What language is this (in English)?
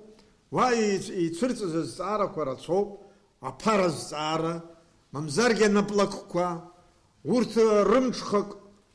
Abkhazian